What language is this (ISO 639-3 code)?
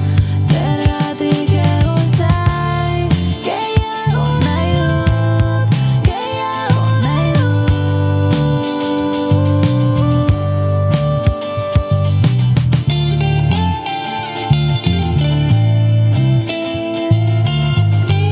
eus